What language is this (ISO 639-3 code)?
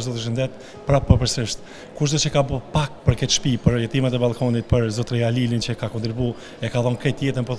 sqi